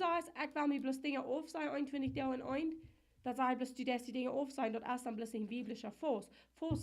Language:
Plautdietsch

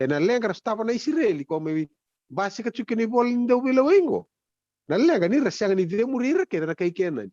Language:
Fijian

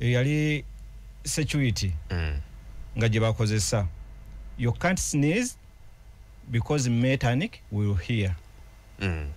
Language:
Ganda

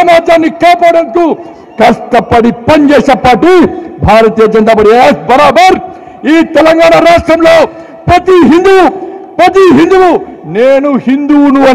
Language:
Telugu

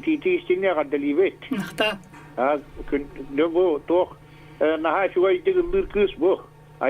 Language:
Yakut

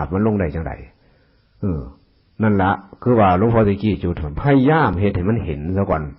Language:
Northeastern Thai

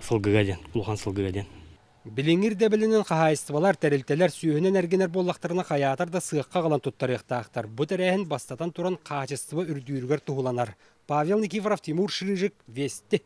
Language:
Yakut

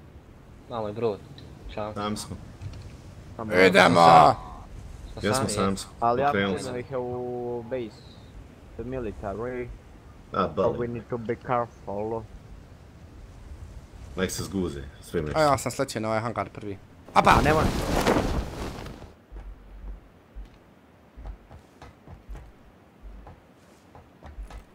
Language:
Croatian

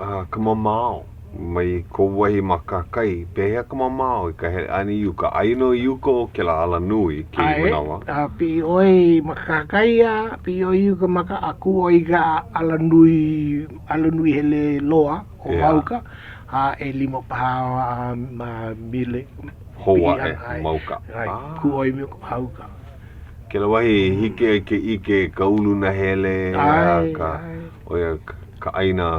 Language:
Hawaiian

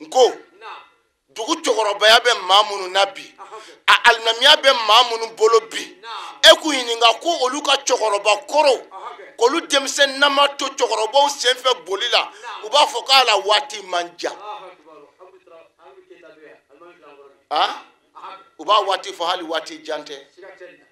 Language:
Bambara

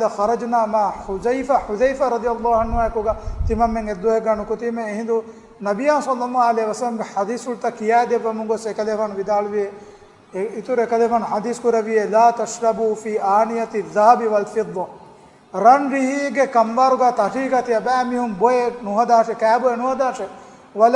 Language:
Divehi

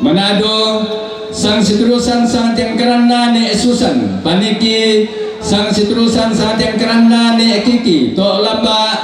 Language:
Toraja-Sa'dan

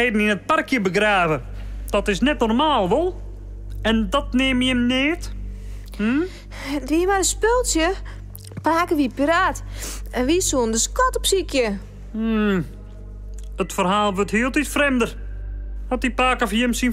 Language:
Western Frisian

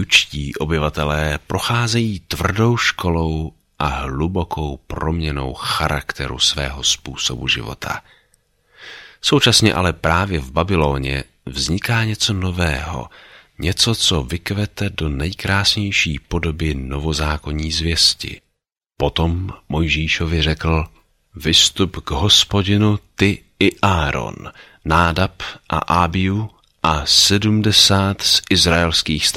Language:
Czech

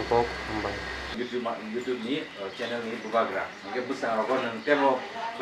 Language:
Kok Borok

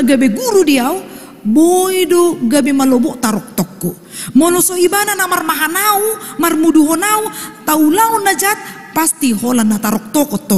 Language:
Batak Toba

